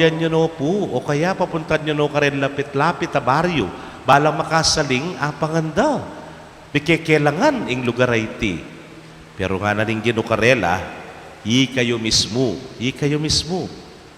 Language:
Pampanga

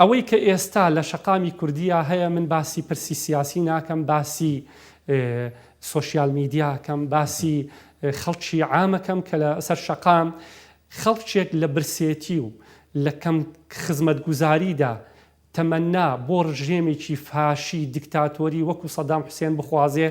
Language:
Central Kurdish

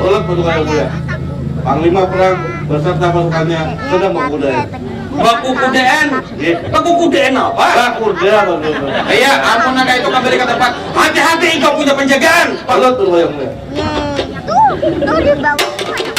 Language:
Banjar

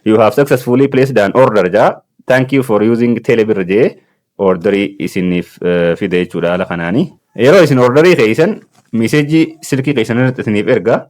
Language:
Oromo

